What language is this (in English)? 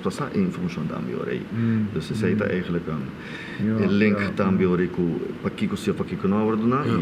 Papiamento